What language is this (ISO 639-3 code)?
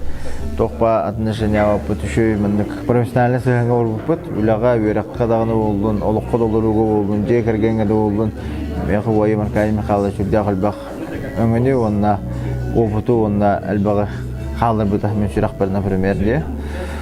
sah